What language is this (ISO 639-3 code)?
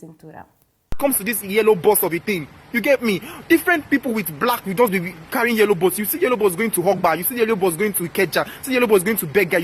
pcm